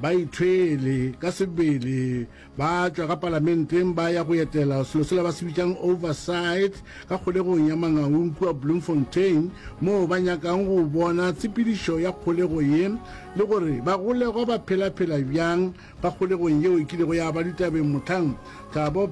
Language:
Northern Sotho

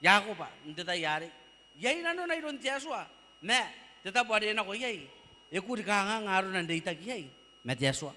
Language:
Gilbertese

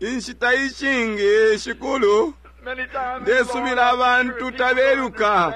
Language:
Bemba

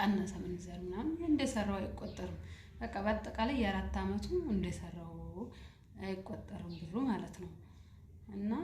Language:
Amharic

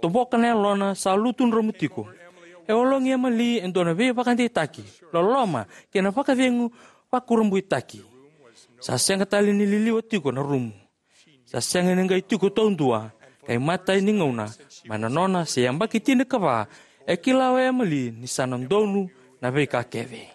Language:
Fijian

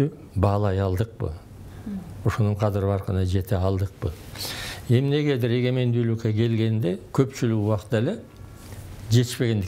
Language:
Kyrgyz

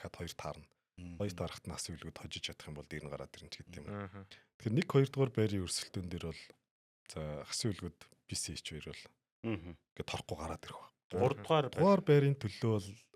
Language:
Mongolian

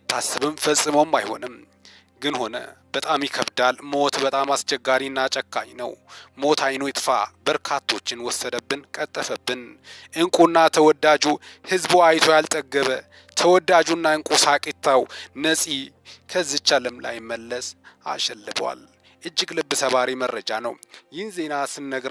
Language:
Amharic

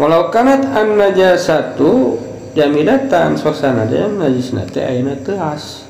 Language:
Sundanese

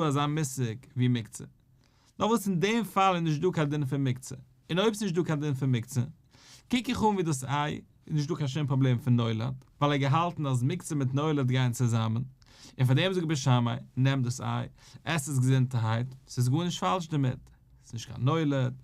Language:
Yiddish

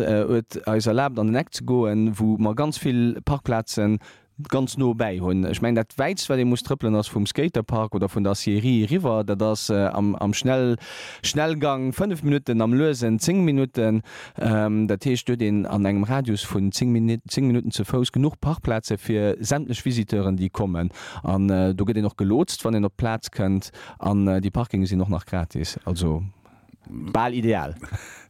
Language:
Luxembourgish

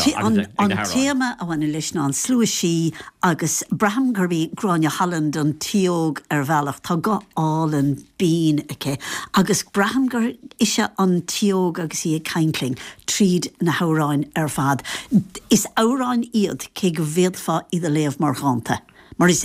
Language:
Irish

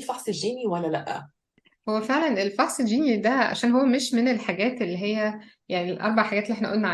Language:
Egyptian Arabic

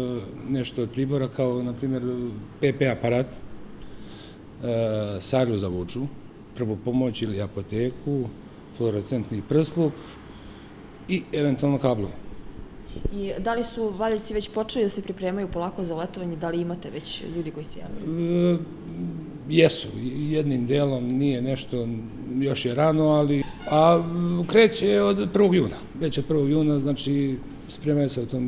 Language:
Serbian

